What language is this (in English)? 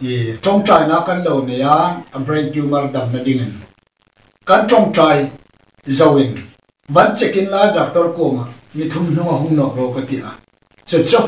Hmar